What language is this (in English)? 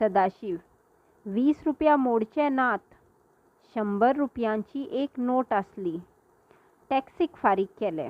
Konkani